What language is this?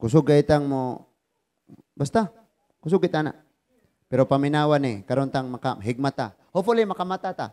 Cebuano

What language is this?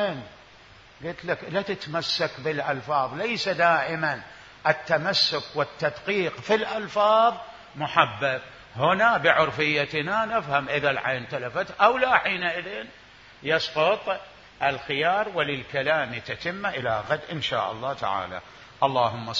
Mesopotamian Arabic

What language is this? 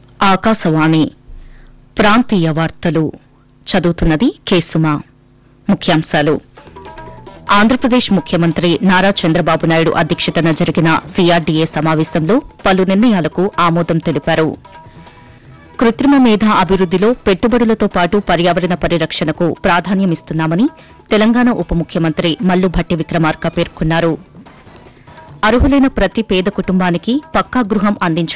Telugu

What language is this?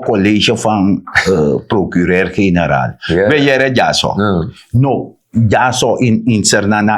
Sranan Tongo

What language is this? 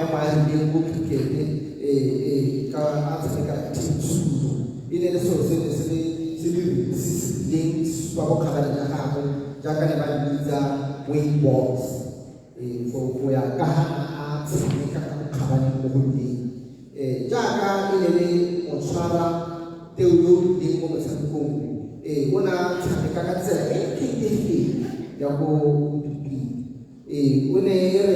Tswana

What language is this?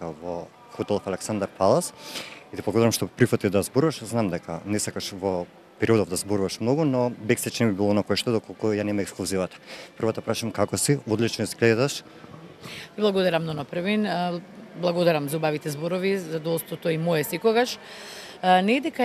Macedonian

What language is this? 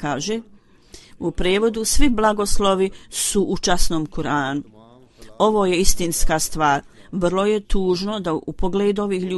Bosnian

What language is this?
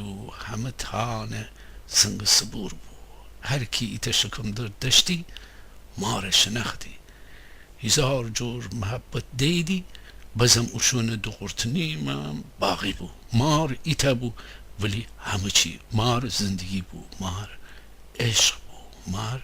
Gilaki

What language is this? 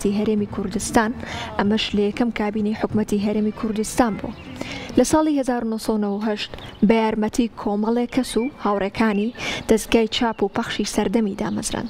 Central Kurdish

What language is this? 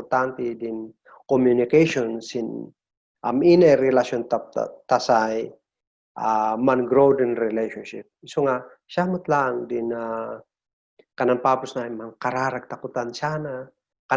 Kankanaey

